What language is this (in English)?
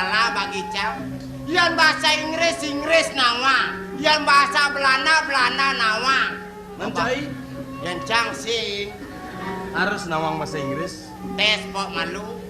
Balinese